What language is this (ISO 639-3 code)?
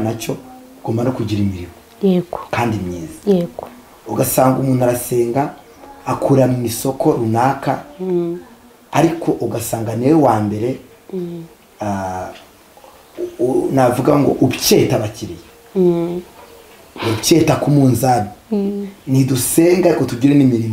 kin